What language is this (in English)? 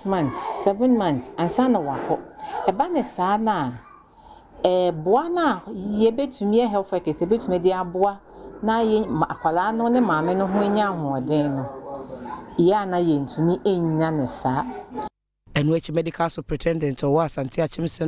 Akan